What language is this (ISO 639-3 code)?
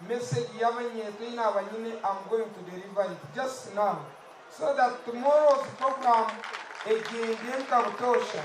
nyn